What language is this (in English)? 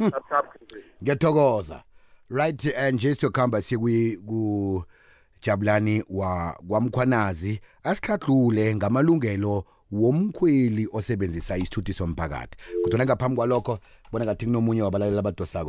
South Ndebele